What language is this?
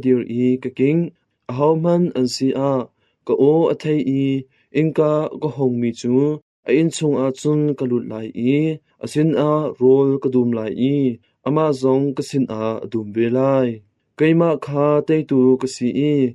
Hakha Chin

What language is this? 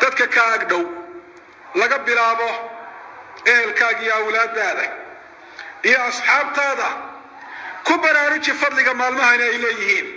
Somali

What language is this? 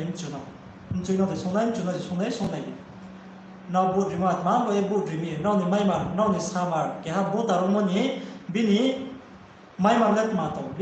Riang (India)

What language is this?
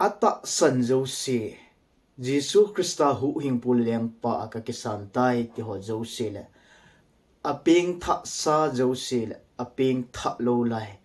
Thado Chin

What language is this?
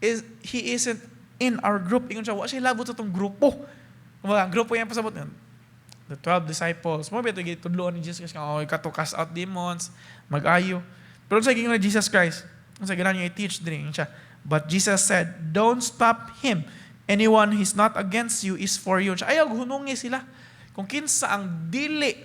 Cebuano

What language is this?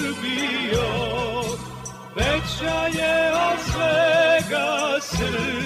Serbian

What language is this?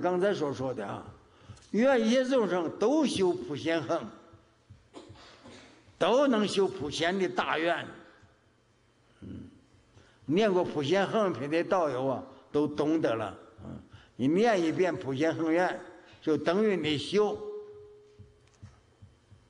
Chinese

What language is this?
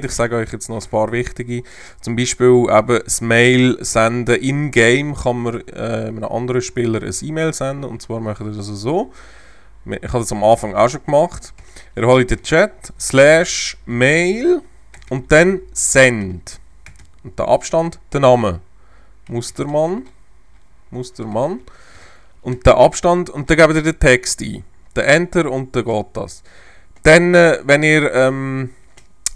Swiss German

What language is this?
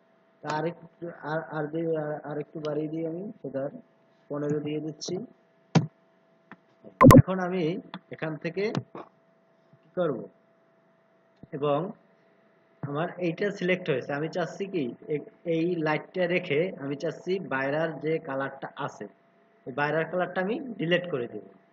Bangla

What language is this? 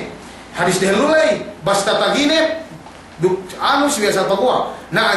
Yakan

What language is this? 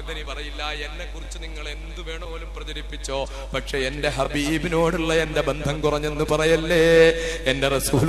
Malayalam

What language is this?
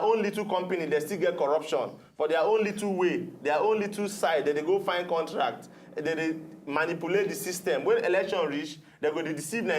Nigerian Pidgin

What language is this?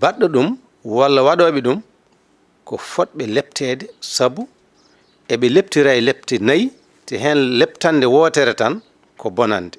Fula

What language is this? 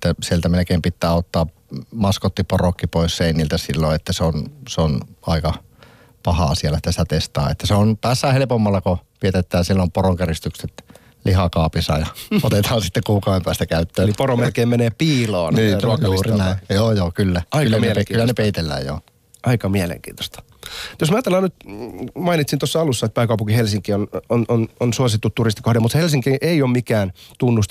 Finnish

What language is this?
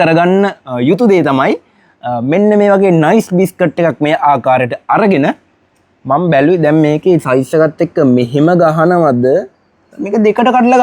Sinhala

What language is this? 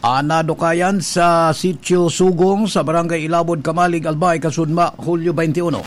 Bikol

